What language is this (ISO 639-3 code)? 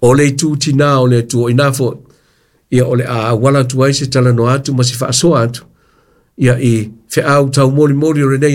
smo